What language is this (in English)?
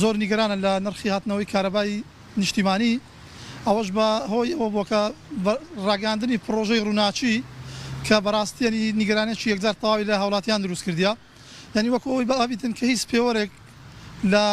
Central Kurdish